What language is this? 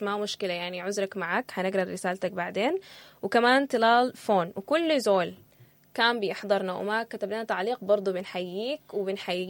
Sudanese Arabic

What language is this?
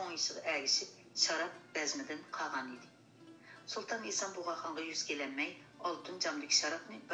Uyghur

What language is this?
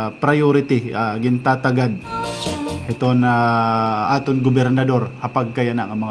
Waray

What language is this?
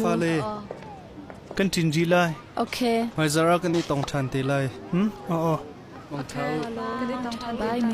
Hakha Chin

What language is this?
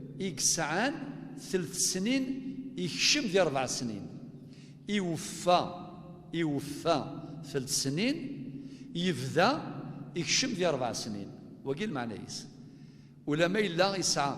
Kabyle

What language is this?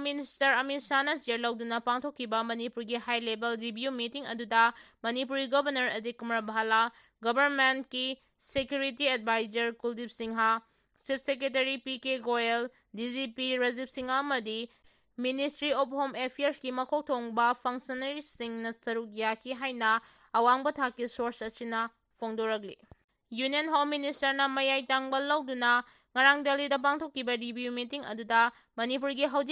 Manipuri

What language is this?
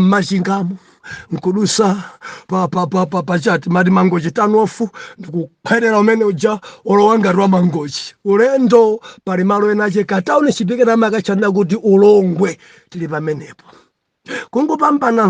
Nyanja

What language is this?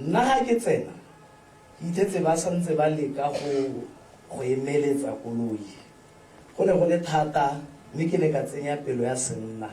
Tswana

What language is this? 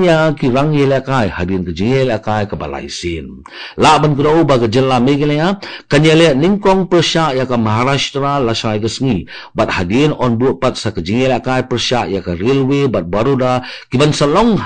Khasi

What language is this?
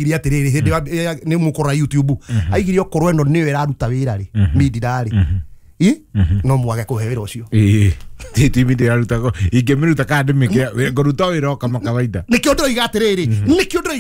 Kikuyu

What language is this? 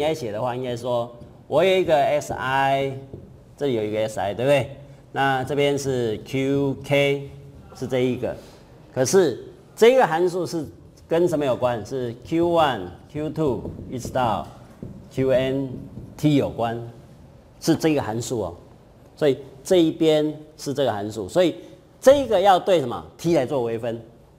Chinese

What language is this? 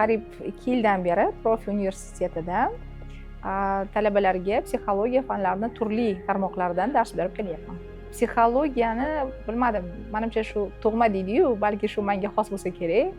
Uzbek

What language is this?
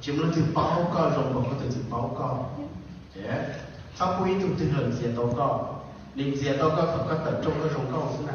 Hmong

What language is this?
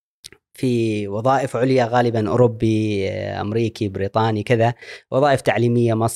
Gulf Arabic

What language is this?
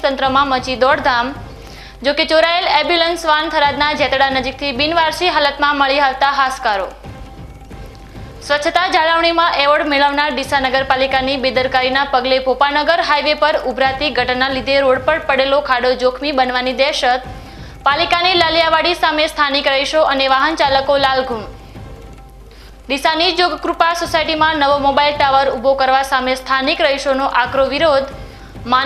Gujarati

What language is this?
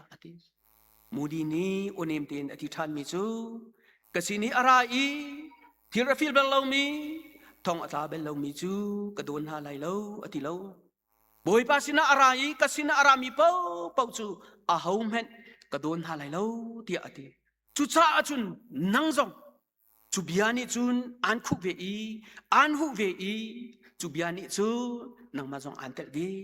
Hakha Chin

